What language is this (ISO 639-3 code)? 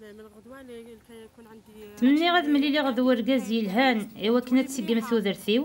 kab